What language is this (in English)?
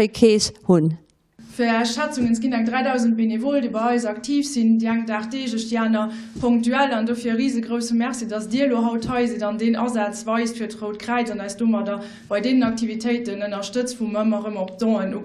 Luxembourgish